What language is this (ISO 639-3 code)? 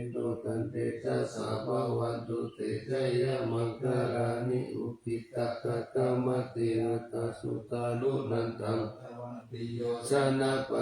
pli